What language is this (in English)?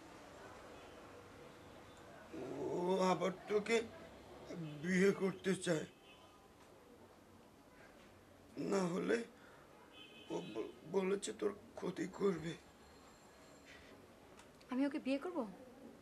Bangla